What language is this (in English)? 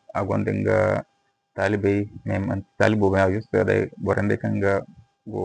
Zarma